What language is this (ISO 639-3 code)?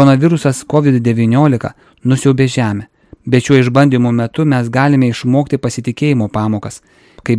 lit